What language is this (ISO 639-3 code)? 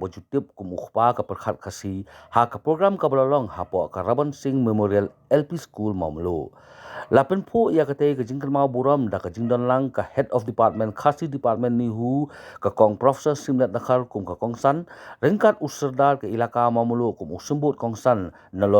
kha